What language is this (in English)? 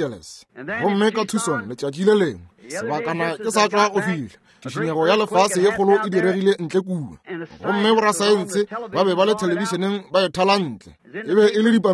Northern Sotho